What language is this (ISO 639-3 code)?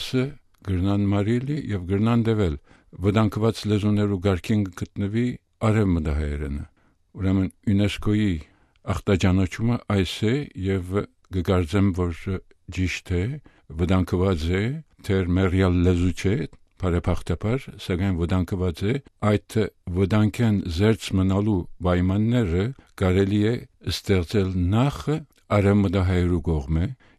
hye